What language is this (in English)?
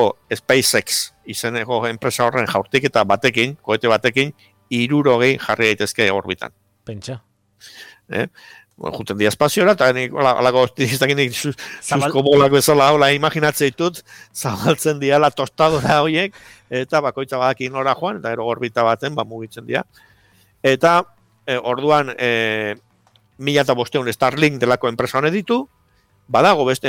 Basque